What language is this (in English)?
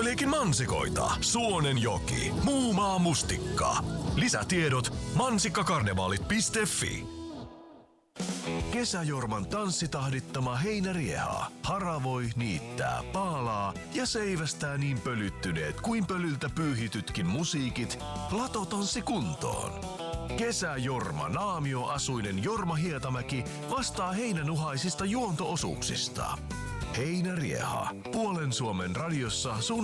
Finnish